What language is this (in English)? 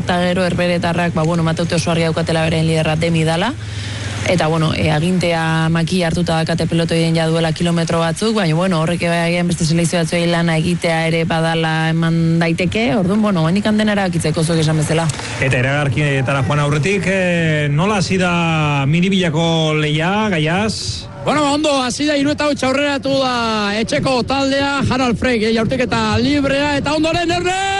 Basque